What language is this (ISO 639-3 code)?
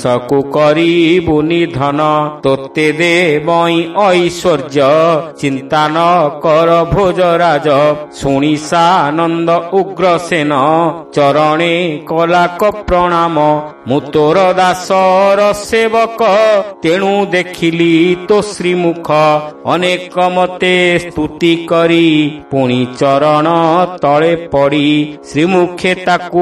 ori